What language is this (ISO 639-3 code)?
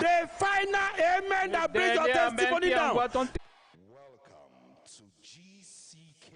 ewe